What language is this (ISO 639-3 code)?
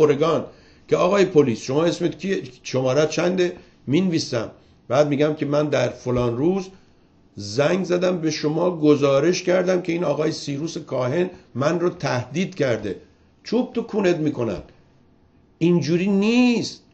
fas